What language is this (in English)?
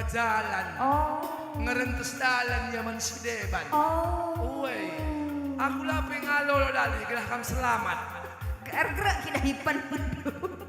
Batak Karo